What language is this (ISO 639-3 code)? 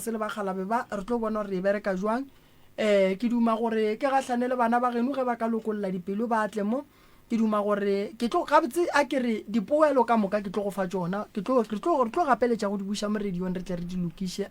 nso